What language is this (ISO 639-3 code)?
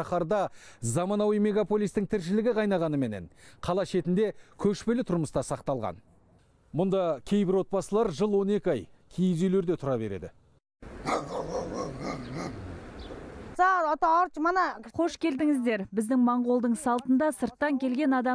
kaz